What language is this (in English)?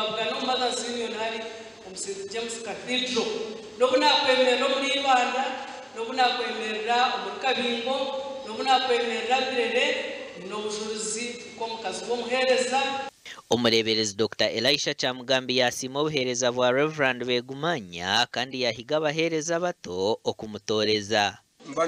Nyankole